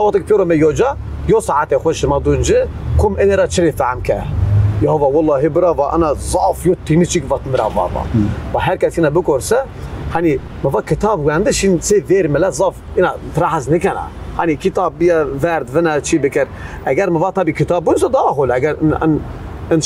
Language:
Zaza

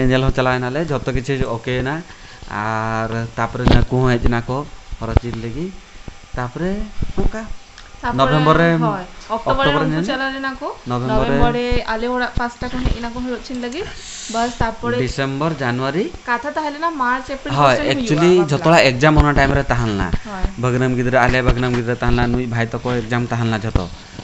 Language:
Santali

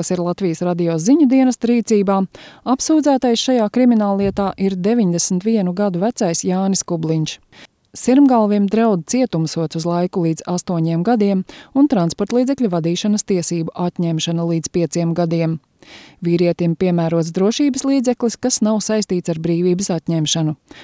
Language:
Latvian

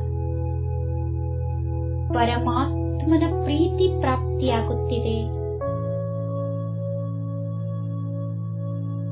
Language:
Kannada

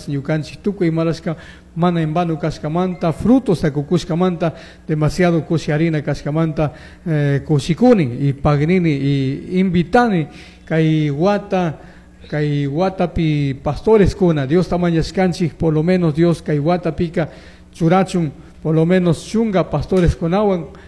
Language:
Chimborazo Highland Quichua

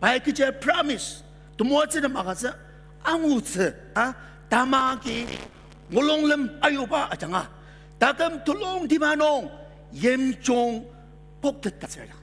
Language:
Ao Naga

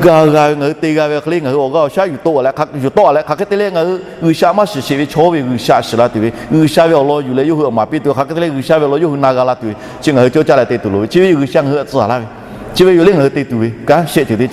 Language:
Lahu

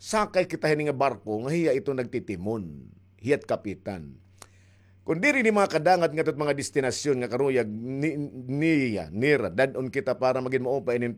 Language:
Waray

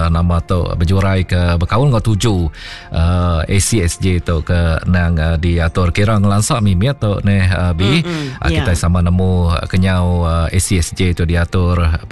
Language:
Iban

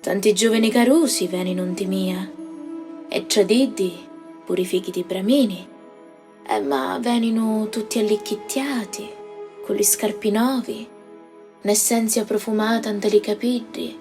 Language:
Sicilian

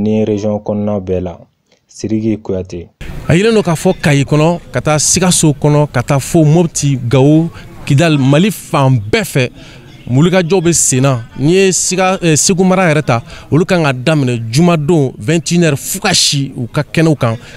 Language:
Bambara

